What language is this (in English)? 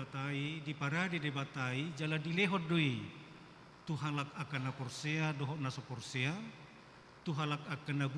Batak Toba